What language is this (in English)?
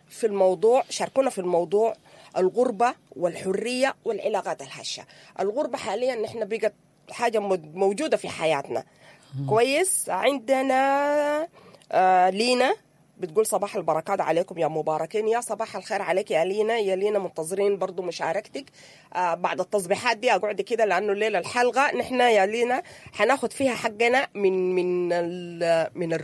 Sudanese Arabic